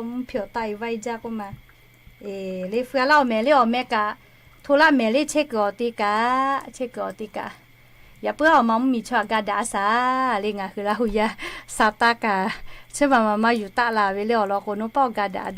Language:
Lahu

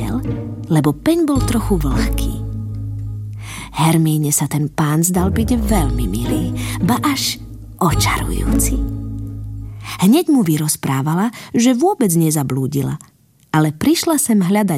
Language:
Slovak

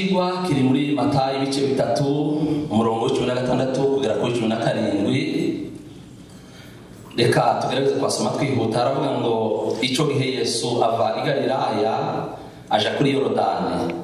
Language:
Kinyarwanda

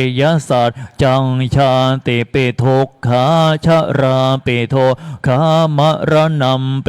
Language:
Pali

